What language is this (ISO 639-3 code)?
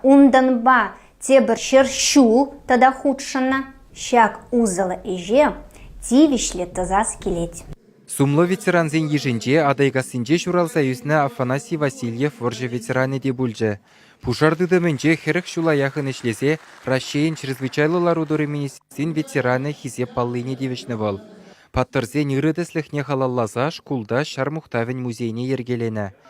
chv